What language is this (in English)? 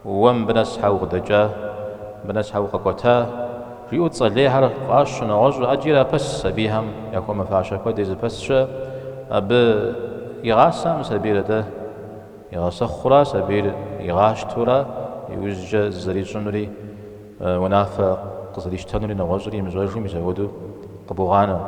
Kabardian